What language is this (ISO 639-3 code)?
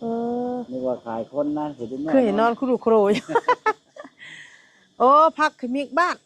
lao